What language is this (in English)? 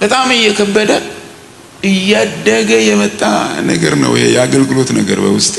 Amharic